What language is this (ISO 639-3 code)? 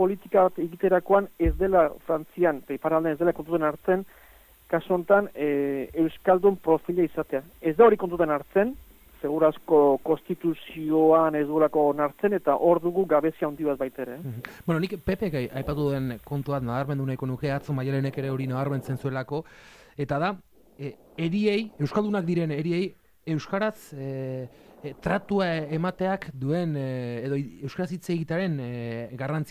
eus